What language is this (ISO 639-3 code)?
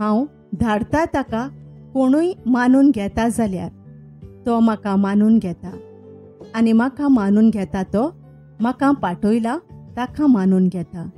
kok